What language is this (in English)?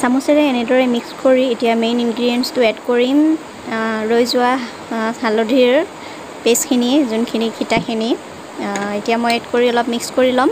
Assamese